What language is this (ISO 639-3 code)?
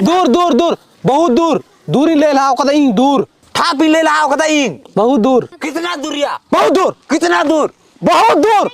sat